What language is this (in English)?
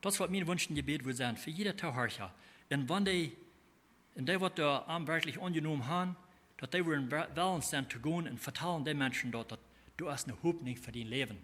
Plautdietsch